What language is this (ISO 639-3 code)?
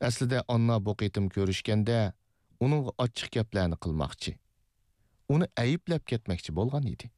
uig